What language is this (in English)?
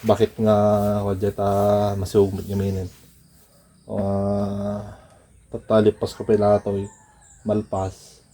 Iloko